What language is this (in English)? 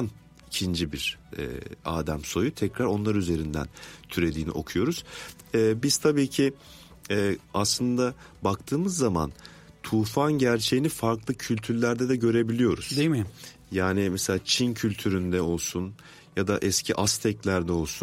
Turkish